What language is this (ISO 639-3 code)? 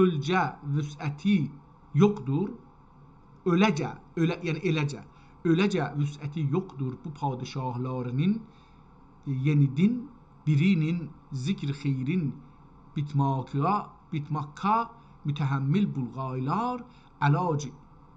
azb